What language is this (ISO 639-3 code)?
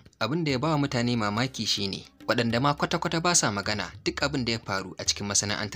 hau